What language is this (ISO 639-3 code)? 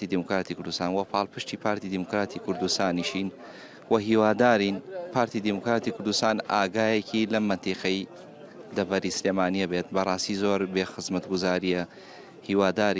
ckb